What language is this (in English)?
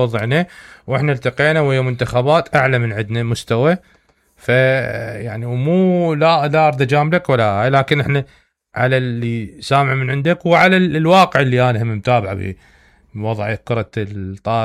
Mesopotamian Arabic